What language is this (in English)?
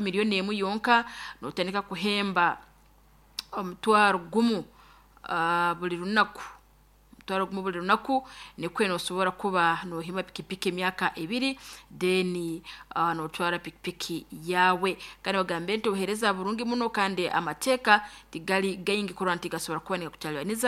Nyoro